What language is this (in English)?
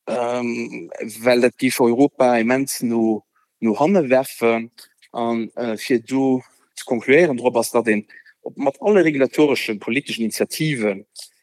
Luxembourgish